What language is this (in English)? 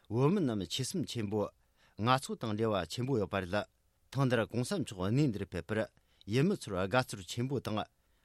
Tibetan